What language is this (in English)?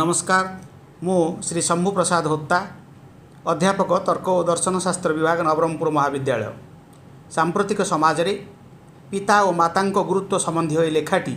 Odia